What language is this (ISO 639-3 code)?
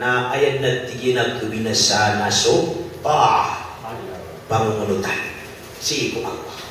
mrw